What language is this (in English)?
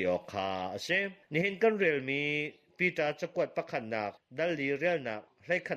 Hakha Chin